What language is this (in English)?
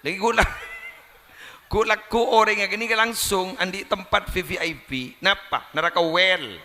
Madurese